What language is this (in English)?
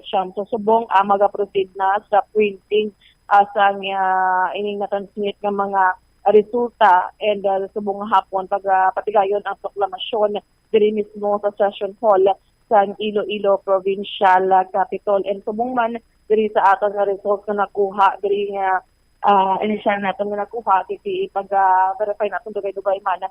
Hiligaynon